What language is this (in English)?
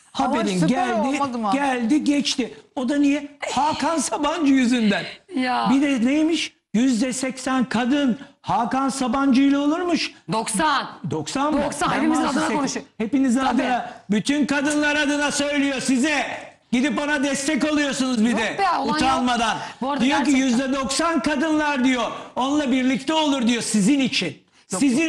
Turkish